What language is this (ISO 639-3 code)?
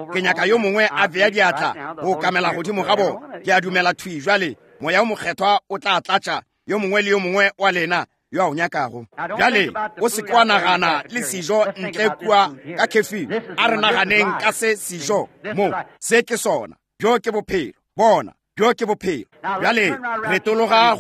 nso